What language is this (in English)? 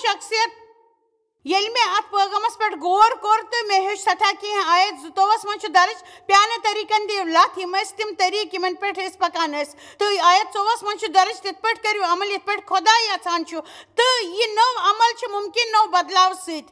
Kashmiri